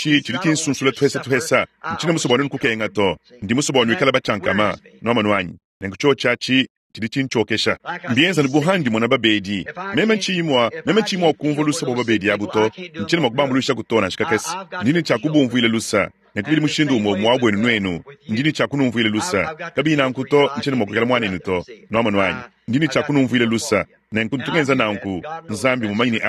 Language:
Luba-Lulua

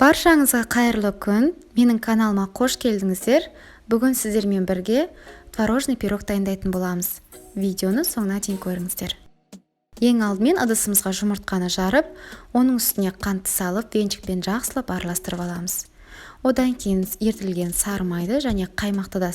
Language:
Kazakh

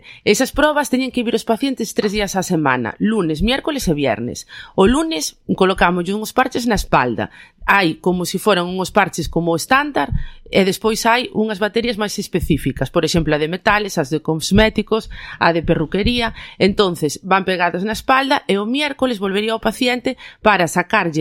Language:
Galician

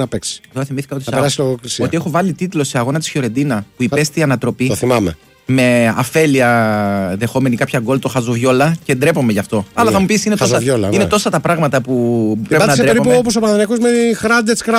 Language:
Greek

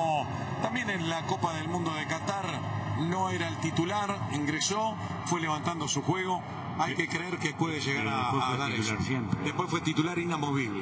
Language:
Spanish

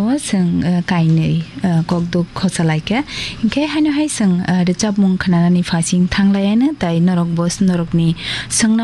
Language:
Kok Borok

